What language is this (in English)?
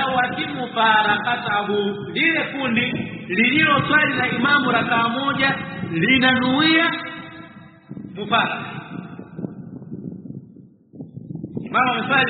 Swahili